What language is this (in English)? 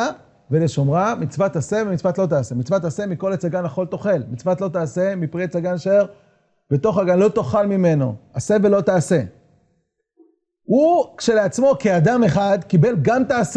Hebrew